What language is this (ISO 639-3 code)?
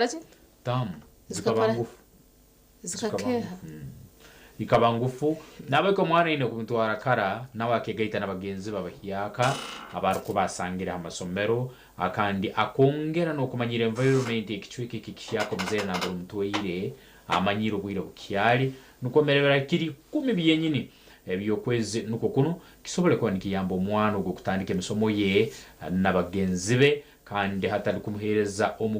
nyn